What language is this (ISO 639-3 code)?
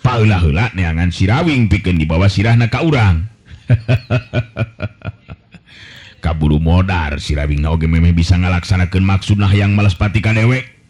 sun